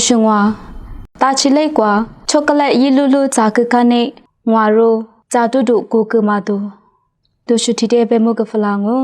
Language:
Lisu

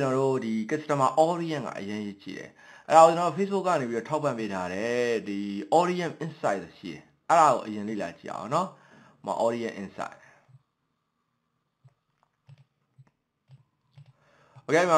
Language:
Burmese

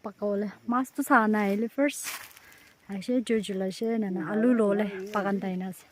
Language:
Naga Pidgin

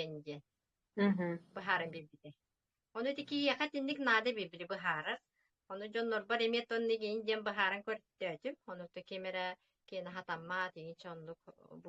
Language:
Yakut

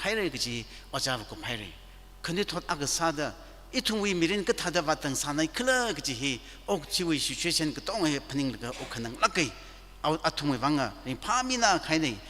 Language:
Tangkhul Naga (India)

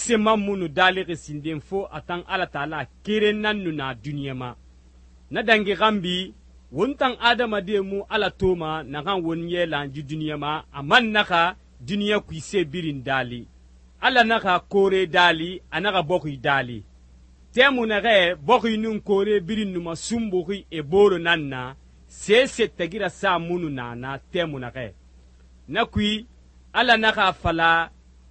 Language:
Susu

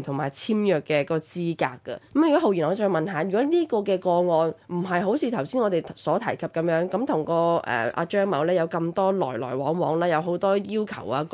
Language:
Cantonese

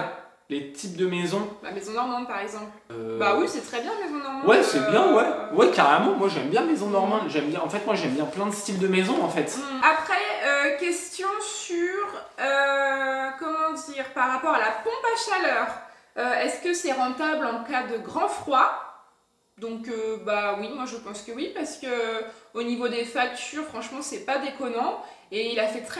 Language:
French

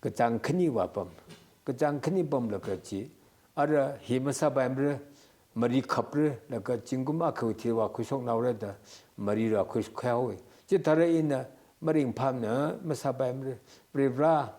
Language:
Tangkhul Naga (India)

